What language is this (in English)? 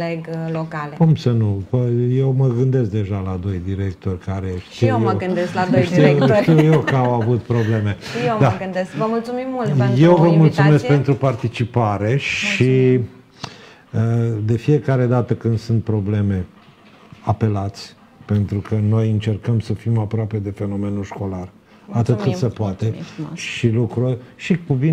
Romanian